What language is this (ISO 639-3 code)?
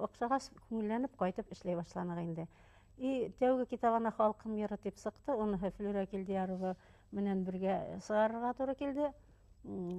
bak